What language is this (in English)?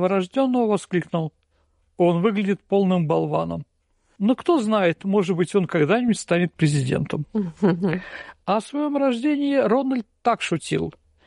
Russian